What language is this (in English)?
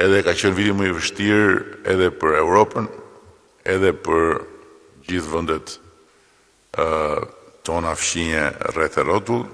Albanian